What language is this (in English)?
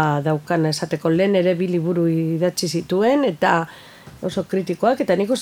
Basque